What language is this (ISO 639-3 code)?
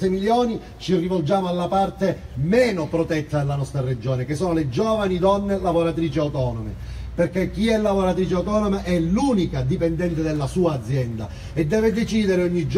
ita